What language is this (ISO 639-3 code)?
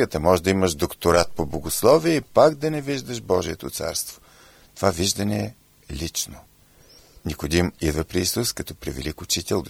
bul